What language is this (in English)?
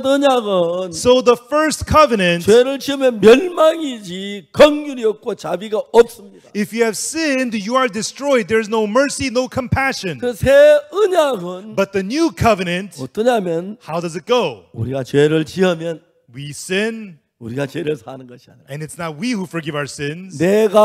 Korean